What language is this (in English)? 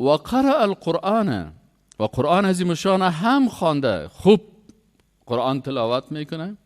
Persian